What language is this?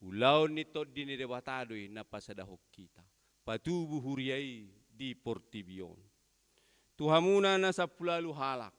Batak Toba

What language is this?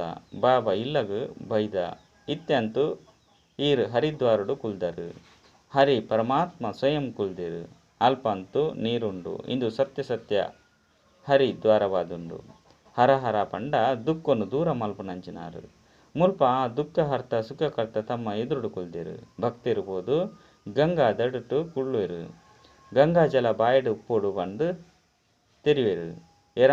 Tulu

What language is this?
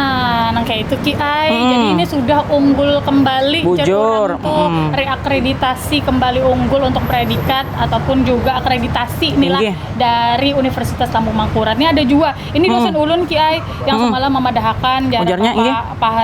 Banjar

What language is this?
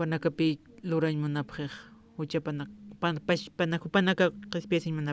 Aymara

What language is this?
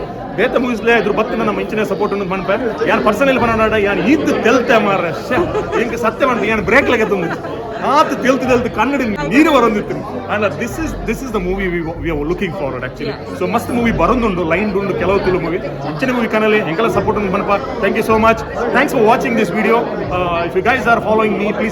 Tulu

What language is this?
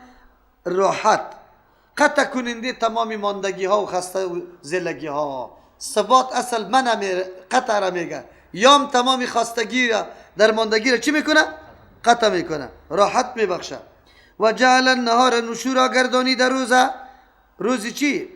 Persian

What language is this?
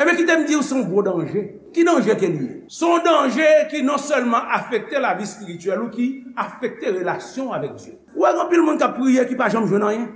Haitian Creole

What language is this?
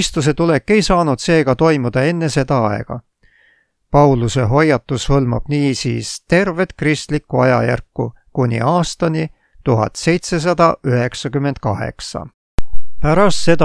Estonian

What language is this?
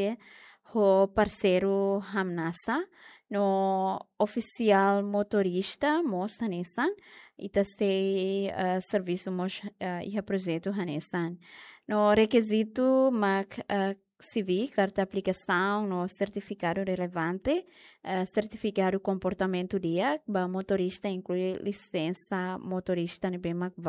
Tetum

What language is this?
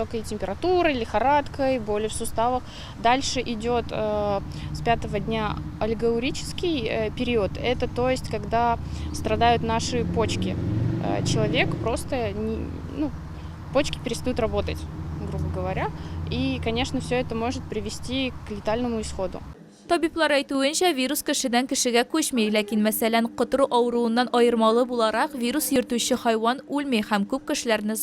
Tatar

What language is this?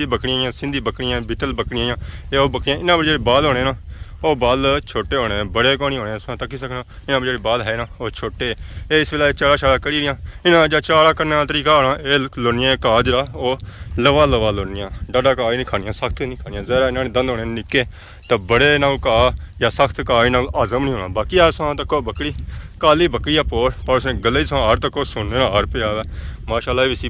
Pahari-Potwari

